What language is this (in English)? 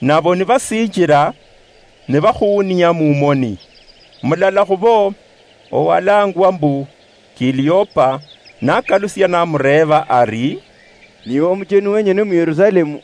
Luyia